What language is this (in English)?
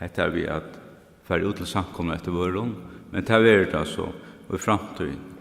Faroese